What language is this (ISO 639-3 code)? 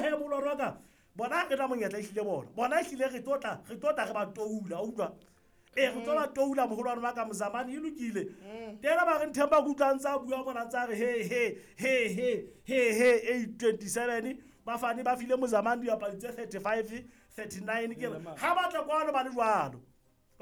sot